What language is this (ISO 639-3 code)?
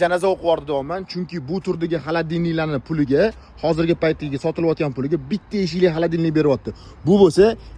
uzb